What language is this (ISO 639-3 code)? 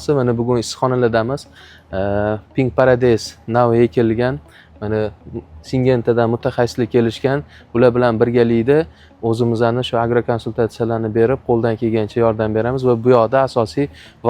uzb